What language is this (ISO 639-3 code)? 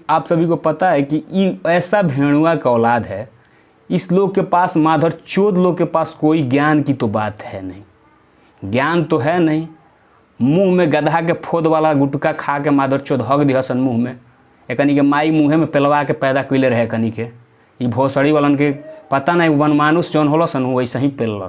bho